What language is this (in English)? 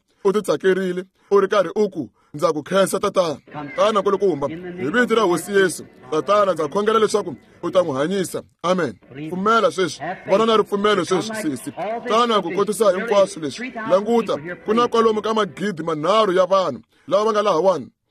Tsonga